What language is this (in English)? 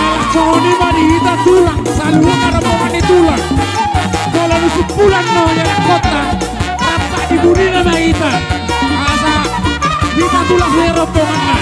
Batak Toba